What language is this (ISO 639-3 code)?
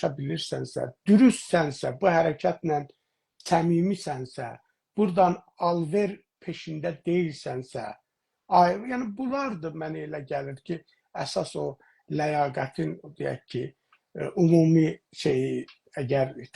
azb